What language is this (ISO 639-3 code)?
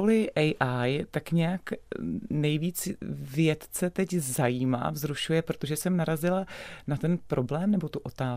ces